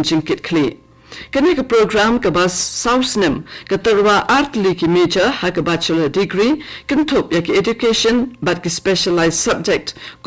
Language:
Khasi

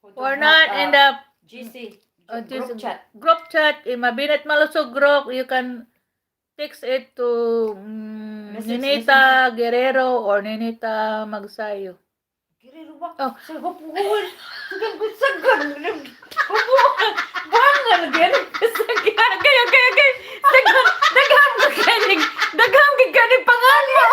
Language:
Cebuano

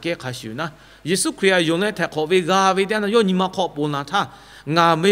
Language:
Lahu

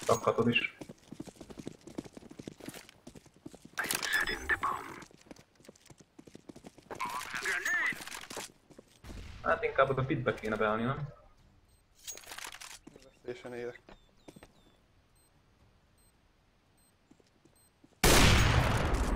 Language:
Hungarian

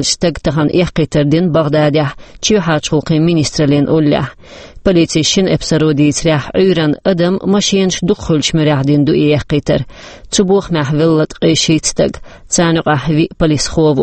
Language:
Chechen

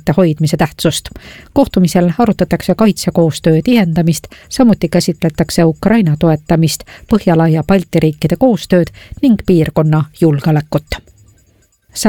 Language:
Estonian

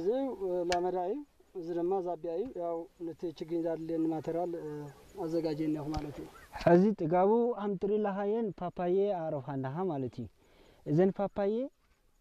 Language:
Tigrinya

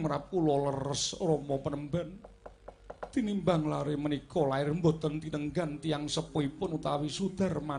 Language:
Javanese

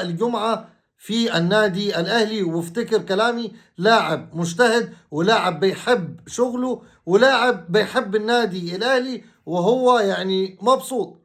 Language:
Egyptian Arabic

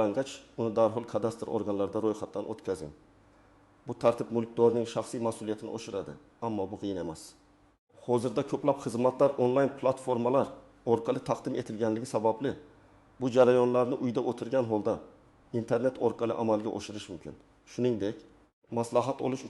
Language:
Uzbek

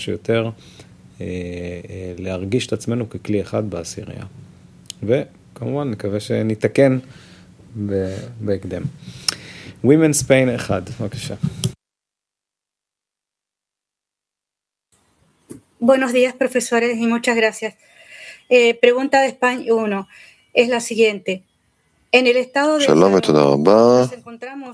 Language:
Hebrew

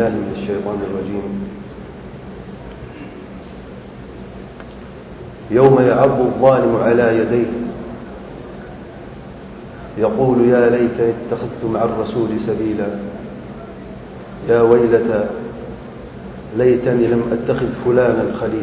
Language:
Urdu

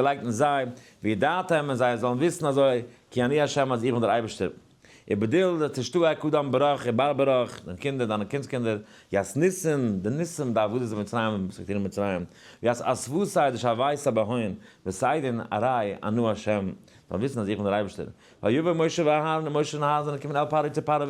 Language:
Yiddish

